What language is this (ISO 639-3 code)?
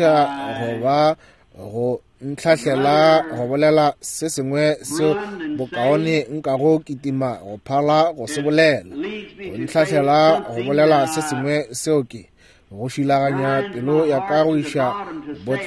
nso